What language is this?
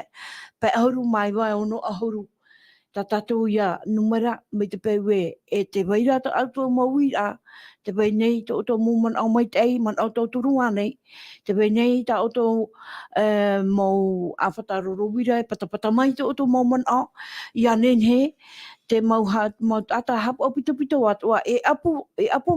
Tahitian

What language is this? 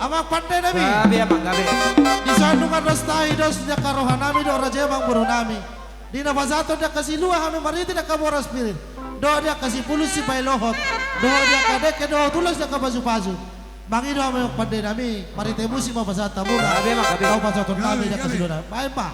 Batak Toba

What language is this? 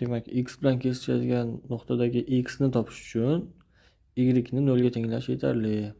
Uzbek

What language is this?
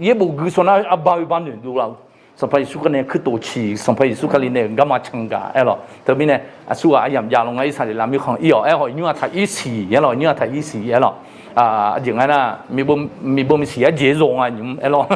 Akha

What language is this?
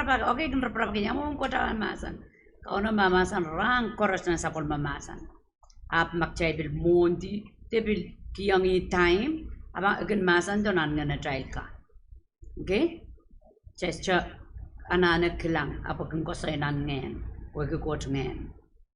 Pohnpeian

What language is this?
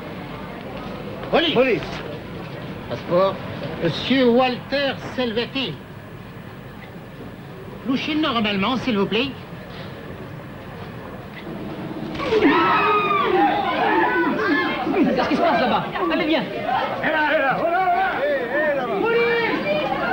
French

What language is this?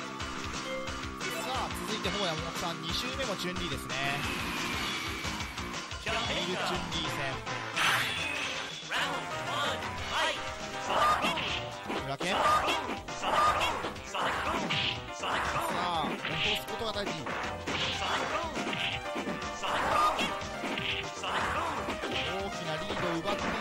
Japanese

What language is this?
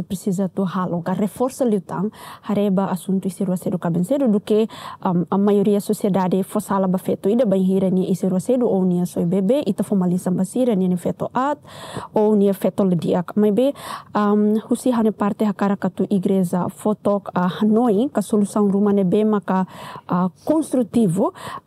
Tetum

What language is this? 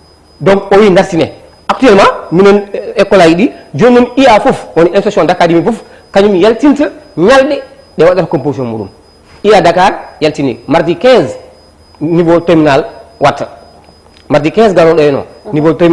Fula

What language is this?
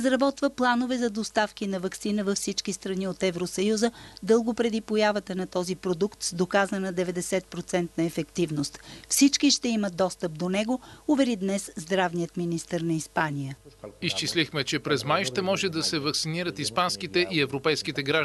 Bulgarian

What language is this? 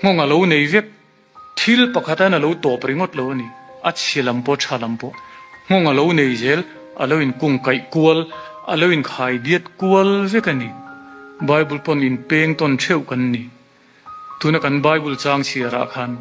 Mizo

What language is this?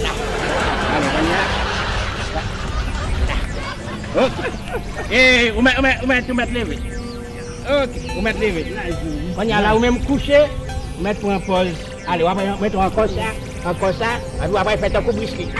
Haitian Creole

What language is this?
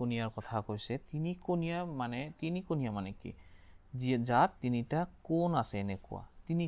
Assamese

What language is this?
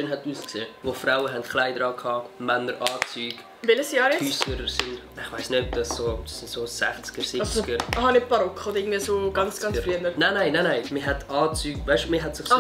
Swiss German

